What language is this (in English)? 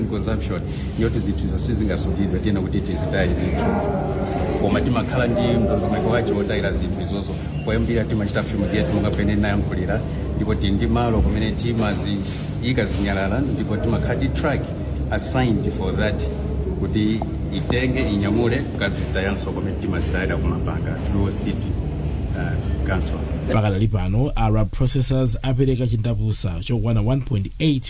Nyanja